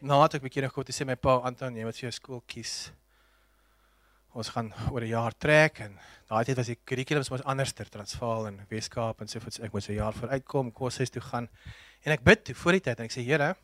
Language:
Afrikaans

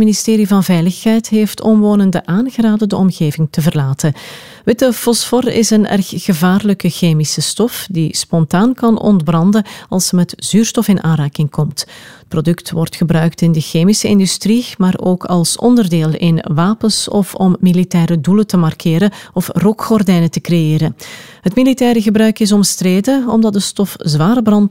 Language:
Dutch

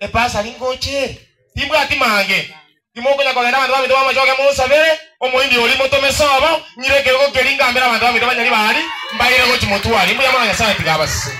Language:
Gusii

